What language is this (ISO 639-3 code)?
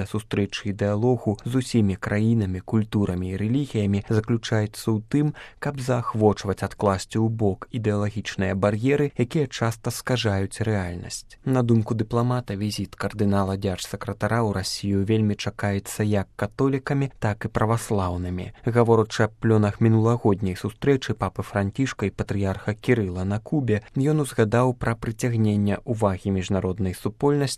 bel